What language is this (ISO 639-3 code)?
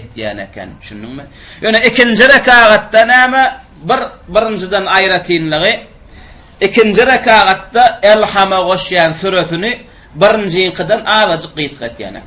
tuk